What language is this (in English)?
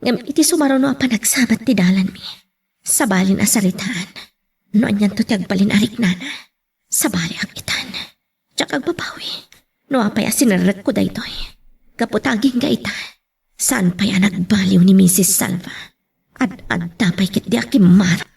Iloko